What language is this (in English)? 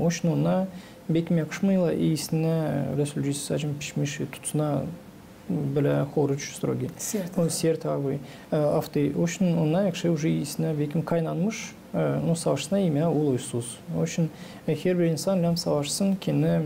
Gagauz